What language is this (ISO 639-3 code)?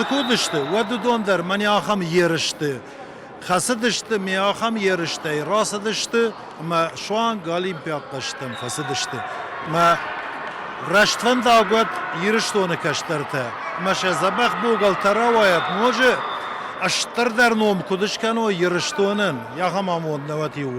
oss